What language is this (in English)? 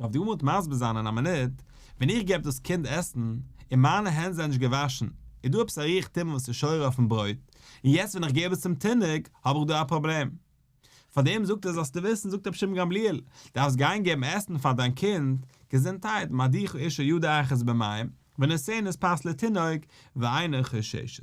Yiddish